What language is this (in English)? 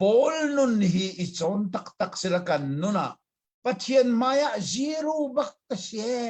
Hakha Chin